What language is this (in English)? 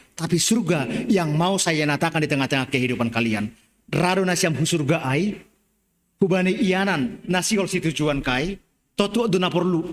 Batak Simalungun